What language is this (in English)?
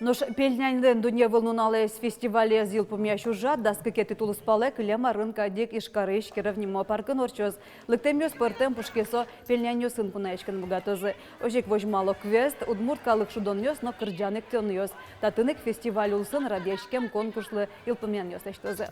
Udmurt